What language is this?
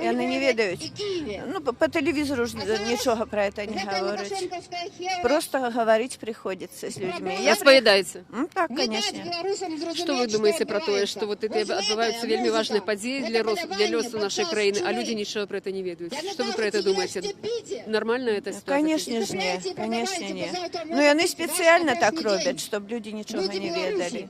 Belarusian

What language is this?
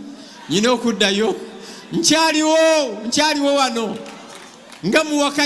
Ganda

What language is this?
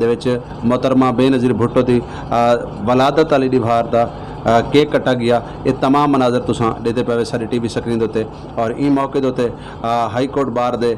Saraiki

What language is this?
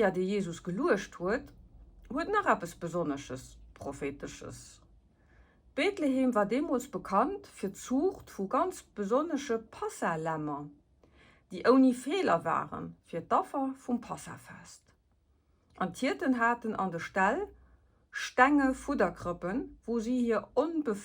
Luxembourgish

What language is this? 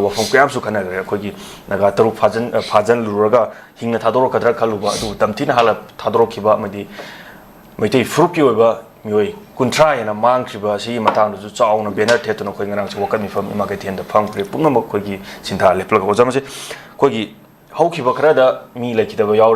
Manipuri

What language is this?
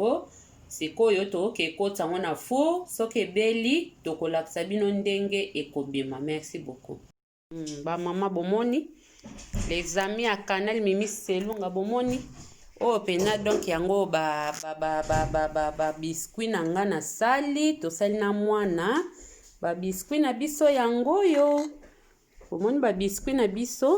Lingala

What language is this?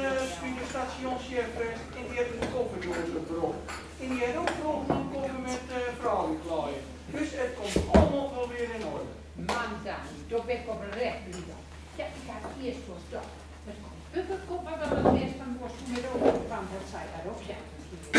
Gronings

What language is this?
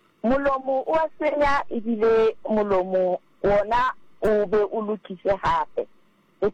Southern Sotho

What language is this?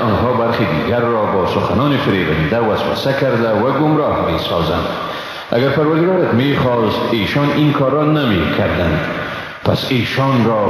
Persian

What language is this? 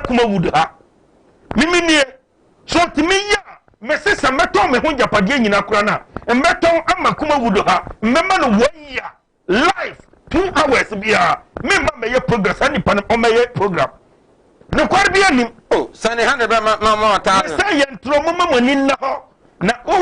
Akan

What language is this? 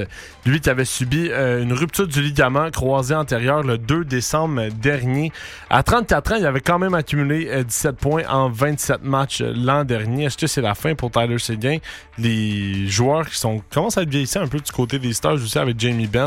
French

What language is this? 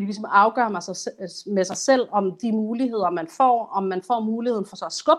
Danish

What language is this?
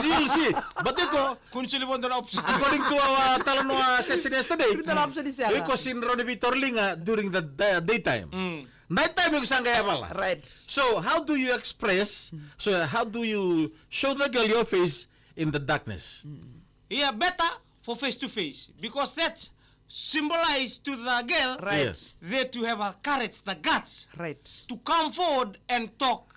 Fijian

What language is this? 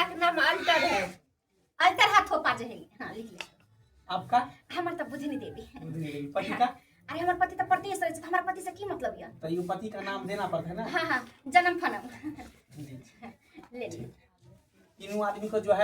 Maithili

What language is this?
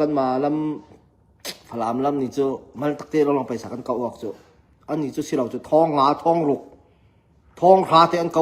Falam Chin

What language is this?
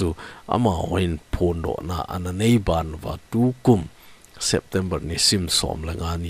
Thado Chin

